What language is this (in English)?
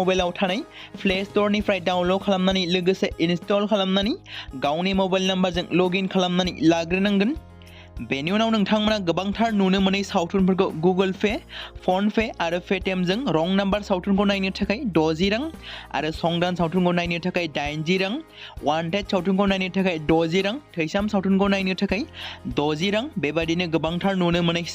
Bodo